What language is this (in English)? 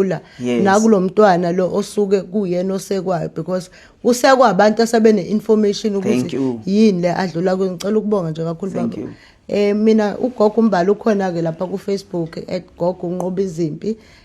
Zulu